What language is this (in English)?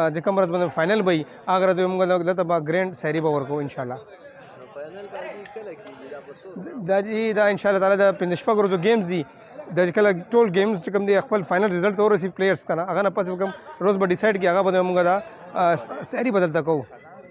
Pashto